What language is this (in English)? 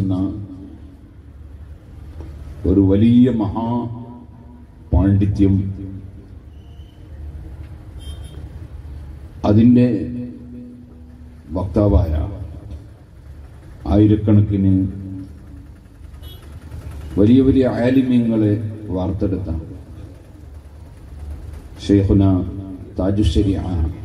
Malayalam